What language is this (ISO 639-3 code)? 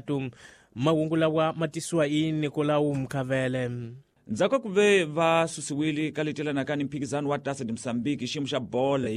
tso